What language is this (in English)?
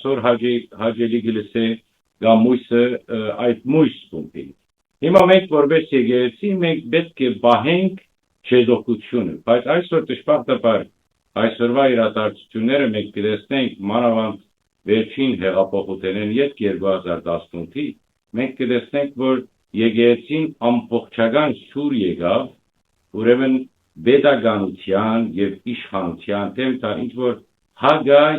Western Armenian